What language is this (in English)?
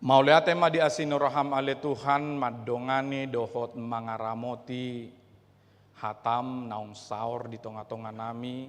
Batak Toba